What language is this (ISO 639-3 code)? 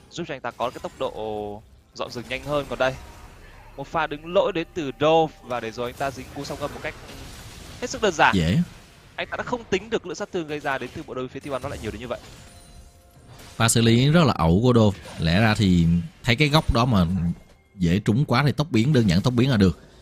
vie